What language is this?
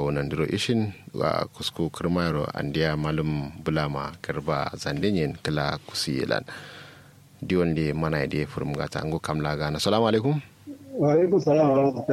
Kanuri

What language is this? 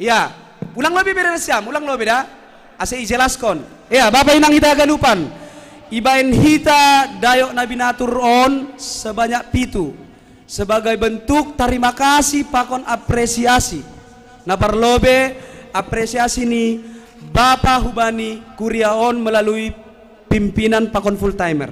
Batak Simalungun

